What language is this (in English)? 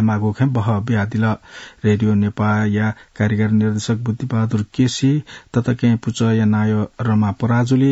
Newari